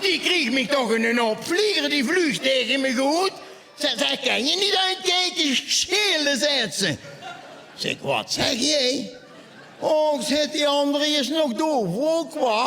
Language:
Limburgish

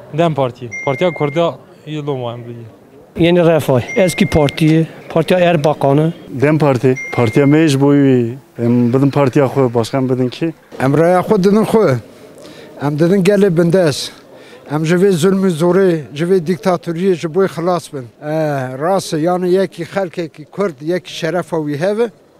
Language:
Kurdish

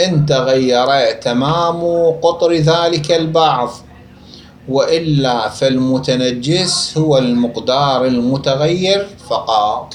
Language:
Mesopotamian Arabic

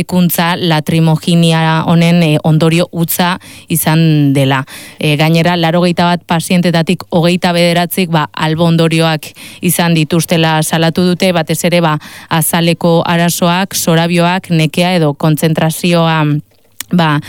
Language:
Basque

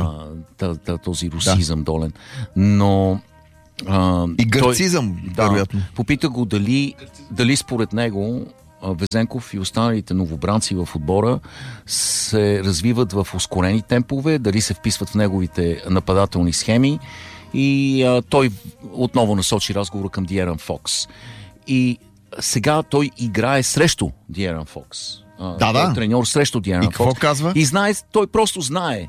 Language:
Bulgarian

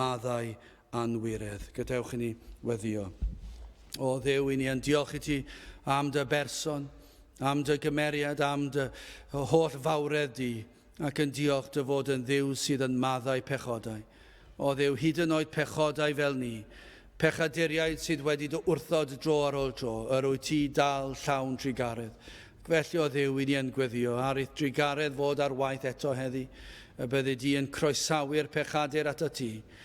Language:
Welsh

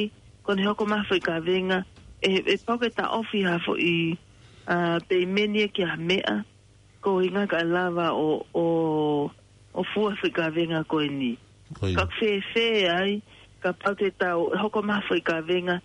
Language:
Tongan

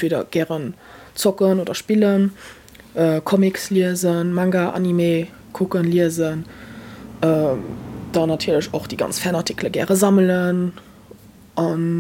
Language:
Luxembourgish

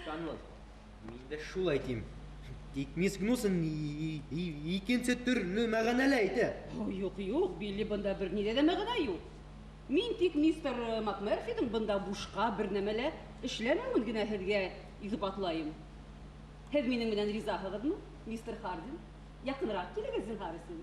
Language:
Bashkir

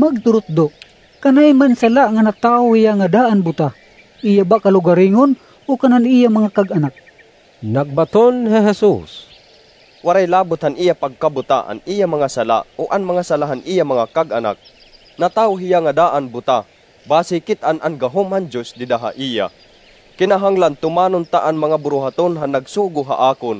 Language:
Waray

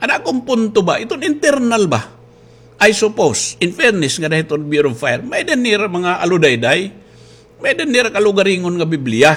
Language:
Waray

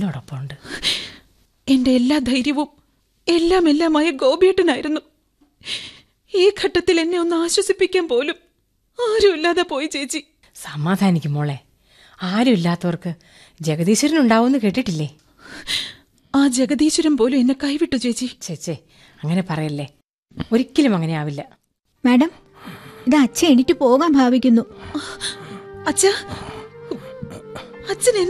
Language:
Malayalam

